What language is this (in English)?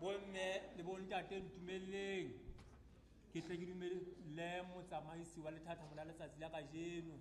Southern Sotho